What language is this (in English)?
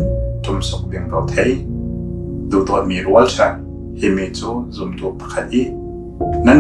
Falam Chin